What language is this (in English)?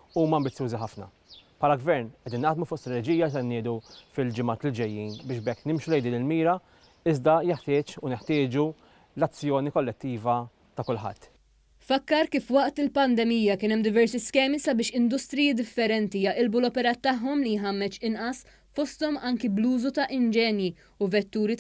Maltese